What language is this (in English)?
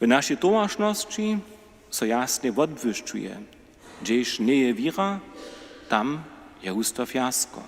Upper Sorbian